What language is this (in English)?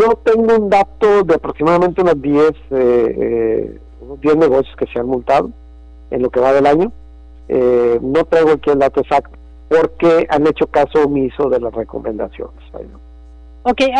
Spanish